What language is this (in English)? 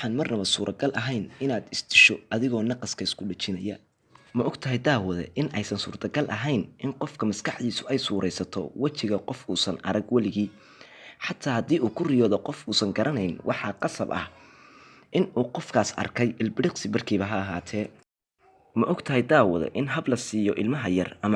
Somali